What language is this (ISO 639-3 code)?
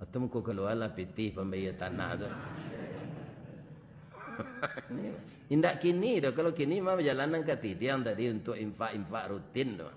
min